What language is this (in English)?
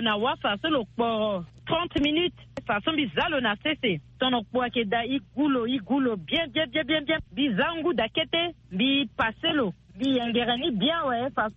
Sango